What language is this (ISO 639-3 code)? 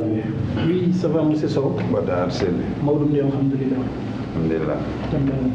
ful